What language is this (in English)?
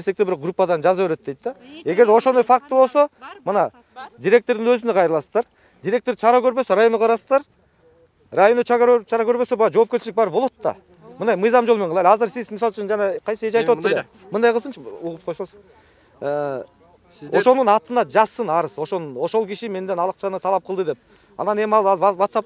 Kyrgyz